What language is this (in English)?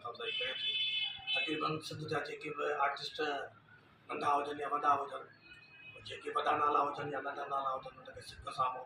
Sindhi